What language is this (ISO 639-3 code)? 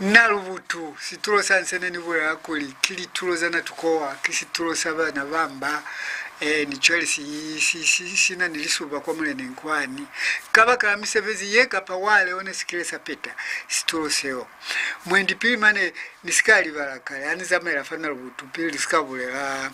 loz